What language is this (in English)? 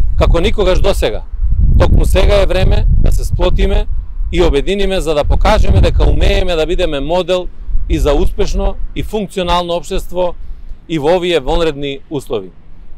Macedonian